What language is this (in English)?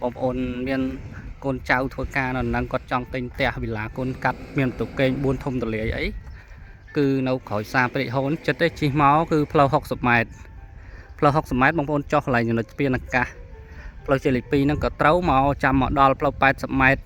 Khmer